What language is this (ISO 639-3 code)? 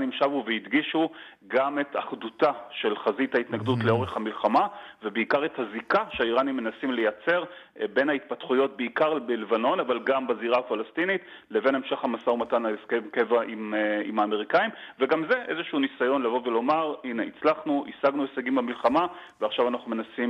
heb